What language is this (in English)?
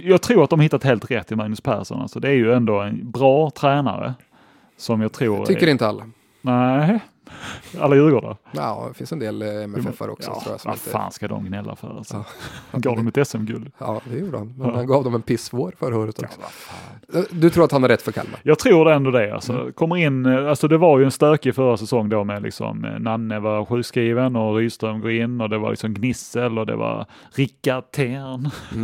Swedish